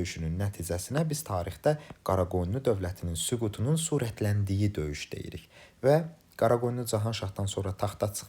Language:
Azerbaijani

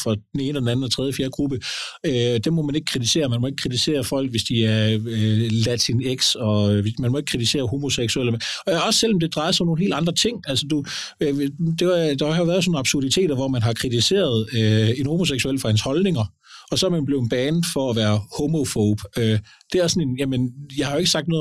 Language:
Danish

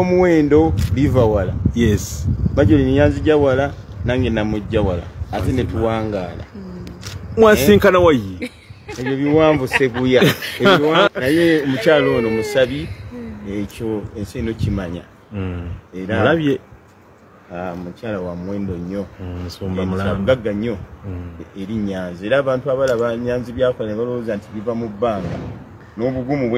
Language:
Ganda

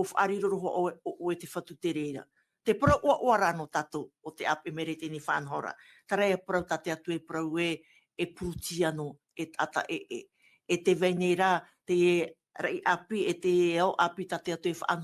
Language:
Tahitian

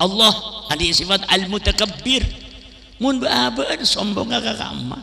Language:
Madurese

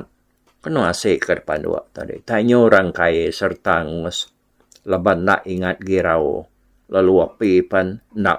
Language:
Iban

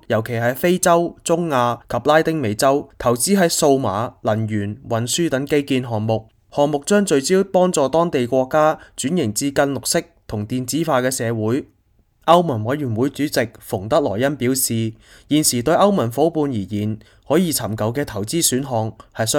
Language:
Cantonese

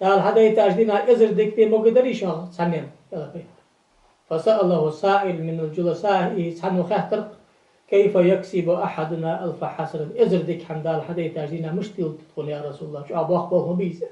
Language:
Ingush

